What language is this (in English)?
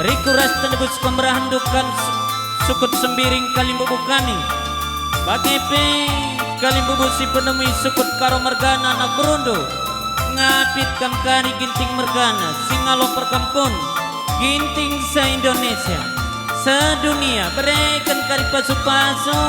Batak Karo